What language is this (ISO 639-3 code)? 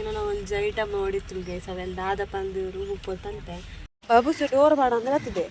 tcy